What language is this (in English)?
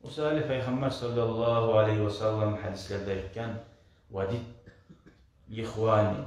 Kumyk